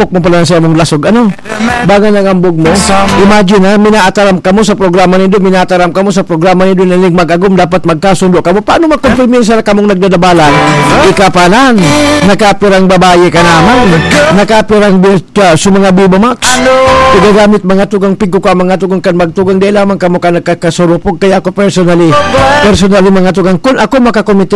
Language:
Bikol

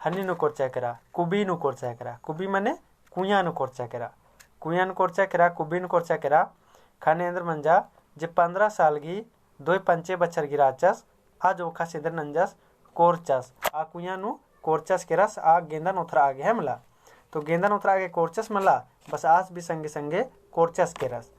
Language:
Kurukh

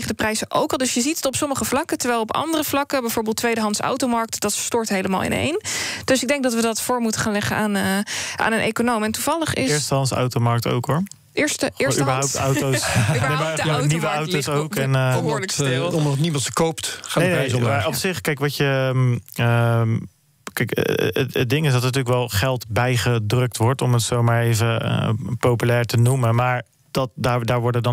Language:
Dutch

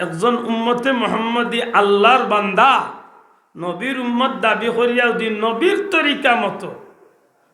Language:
Sylheti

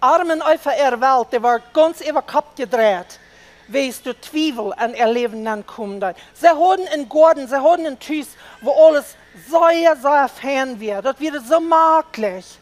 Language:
Plautdietsch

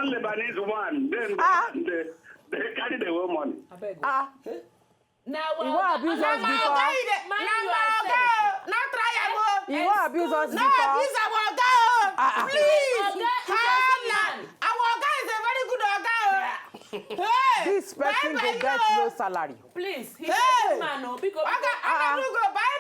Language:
Nigerian Pidgin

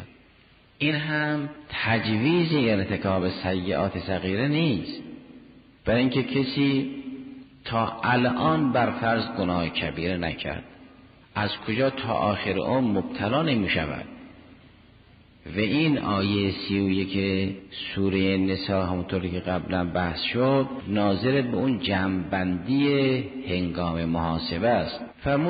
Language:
Persian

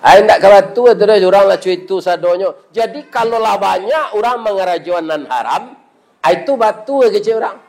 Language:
Minangkabau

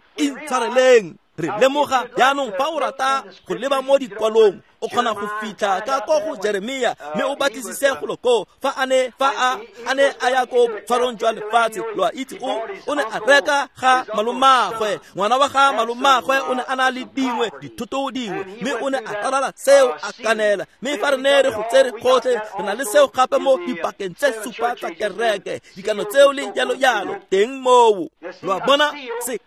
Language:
Tswana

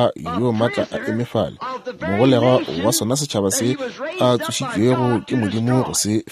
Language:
Northern Sotho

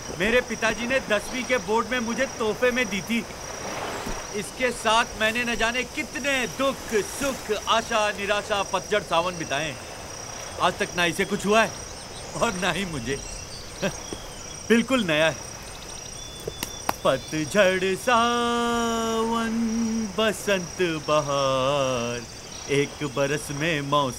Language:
Hindi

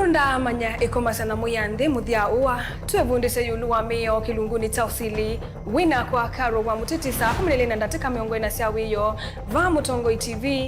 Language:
Kamba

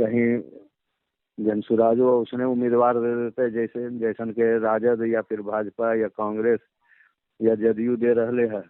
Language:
Magahi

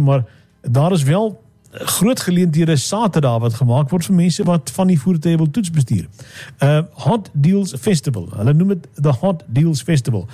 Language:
Afrikaans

